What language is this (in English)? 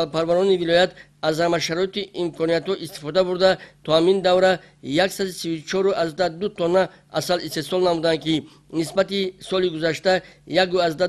Tajik